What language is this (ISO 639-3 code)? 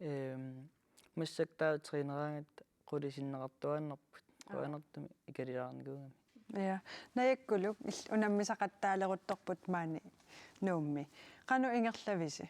kal